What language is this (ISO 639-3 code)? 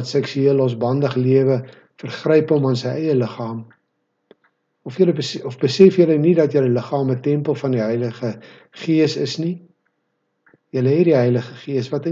afr